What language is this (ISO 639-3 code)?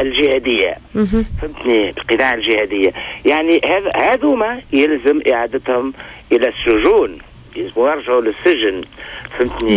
aeb